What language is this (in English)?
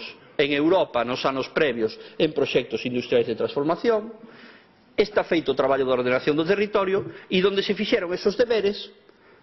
Galician